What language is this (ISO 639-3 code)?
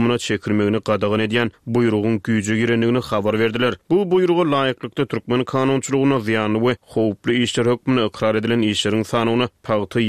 tuk